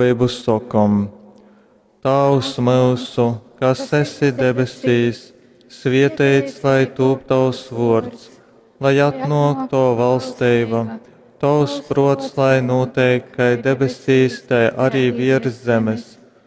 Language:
Latgalian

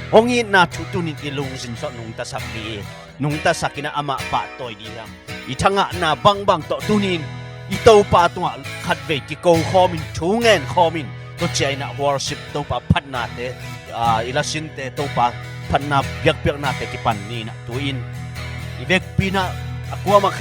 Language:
Tedim Chin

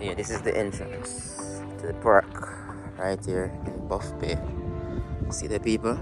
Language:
Jamaican Creole English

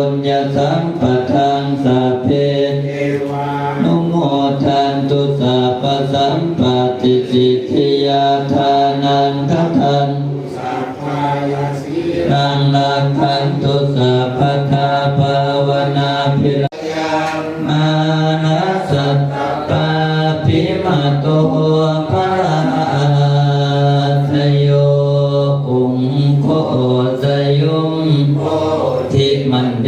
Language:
Pali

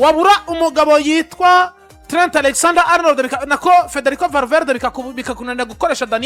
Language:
Rundi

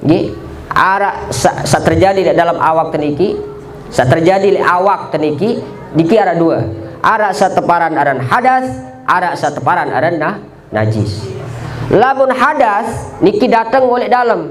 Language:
Sasak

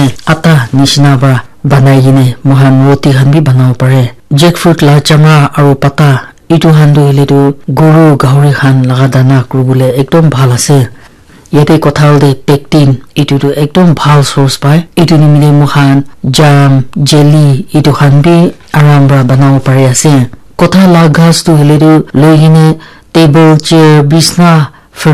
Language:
Naga Pidgin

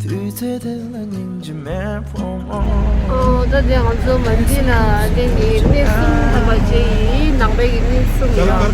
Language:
Tibetan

